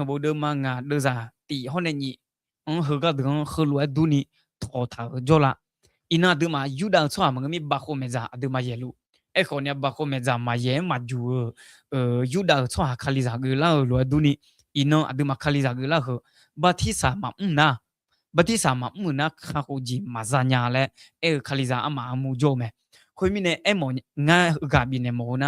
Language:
Akha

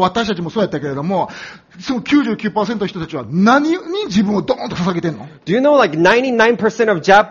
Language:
Japanese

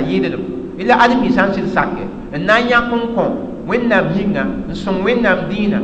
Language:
Mossi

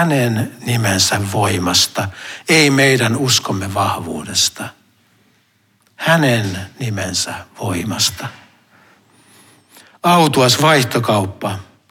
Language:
Finnish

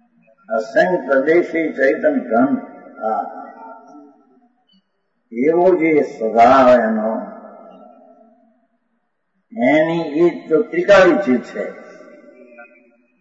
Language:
Gujarati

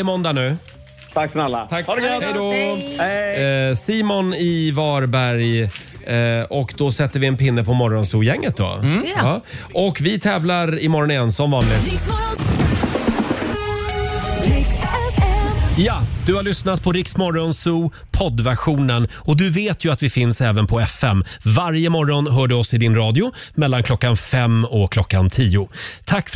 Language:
Swedish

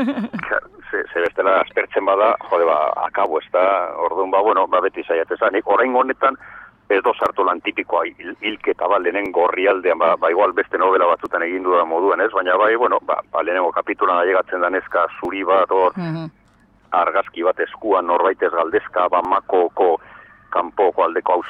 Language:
Basque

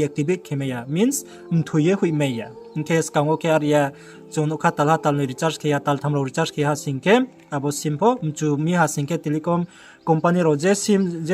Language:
Riang (India)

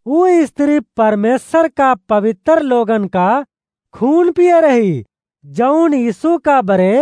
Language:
Awadhi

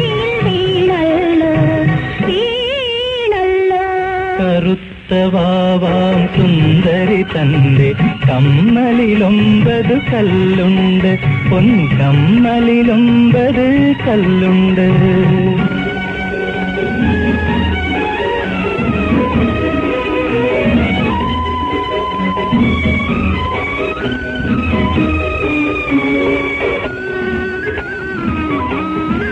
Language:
Malayalam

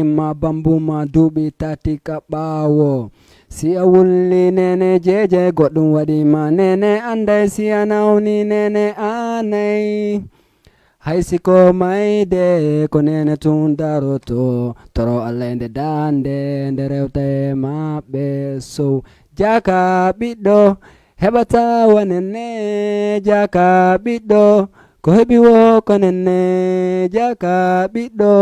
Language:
Fula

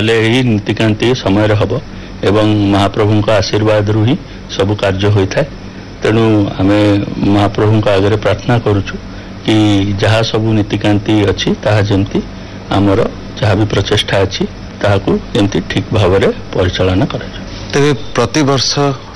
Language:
Odia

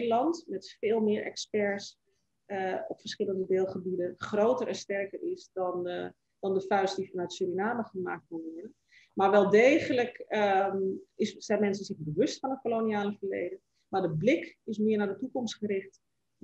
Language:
Dutch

